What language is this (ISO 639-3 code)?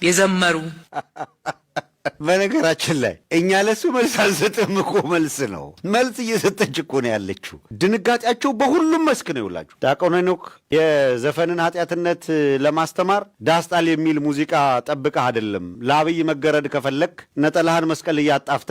amh